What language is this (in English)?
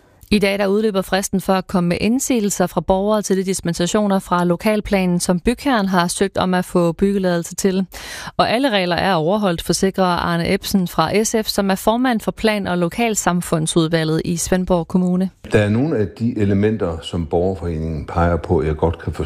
Danish